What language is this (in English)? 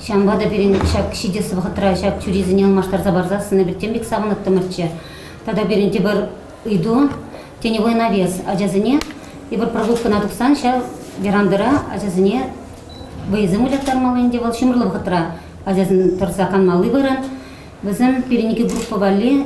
Chuvash